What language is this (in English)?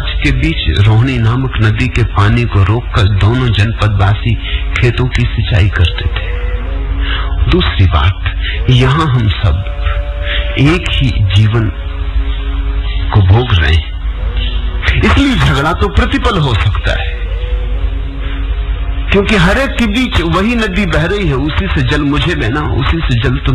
Hindi